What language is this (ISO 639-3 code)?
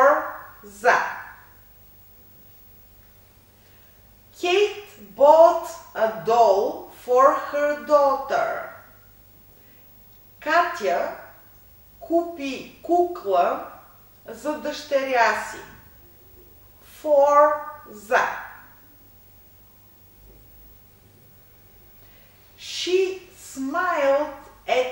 bul